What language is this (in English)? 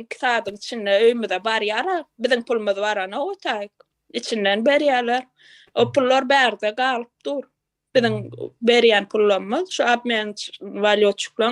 Turkmen